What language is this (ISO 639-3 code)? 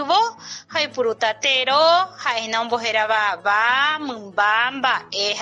grn